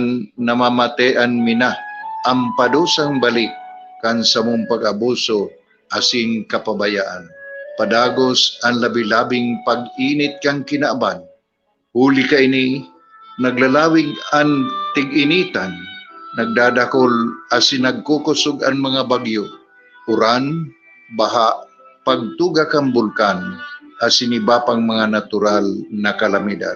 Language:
Bikol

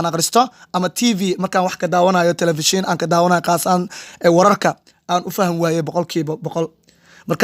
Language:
Somali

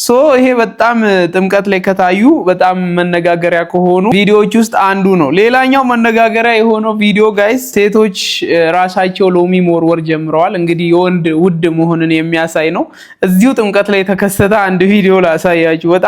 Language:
Amharic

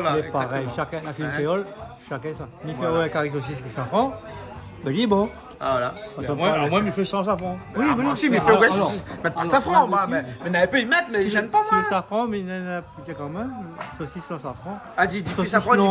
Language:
Réunion Creole French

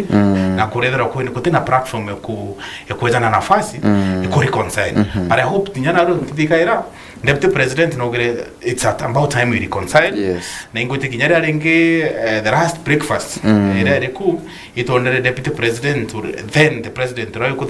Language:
Meru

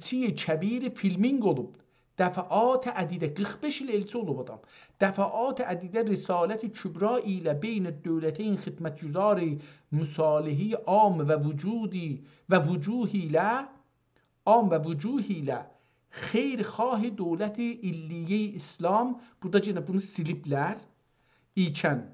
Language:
South Azerbaijani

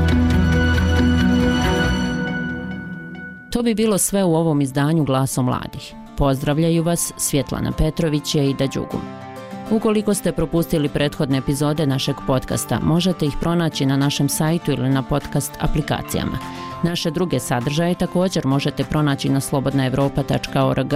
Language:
Bosnian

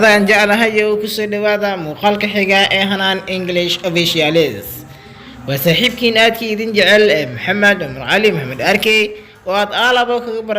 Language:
Somali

